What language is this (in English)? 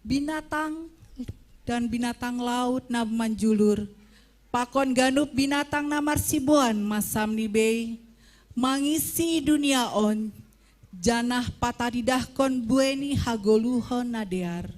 Batak Simalungun